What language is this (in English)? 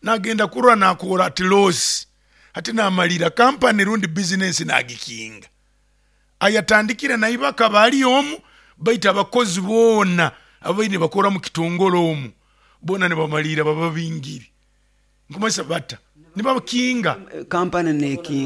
Nyoro